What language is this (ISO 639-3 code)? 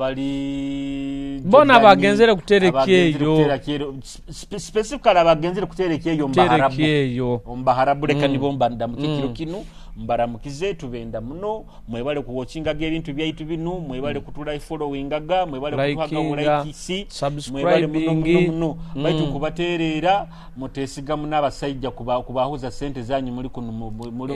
nyo